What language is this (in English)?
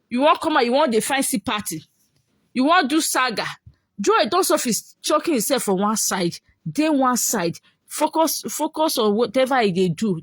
Nigerian Pidgin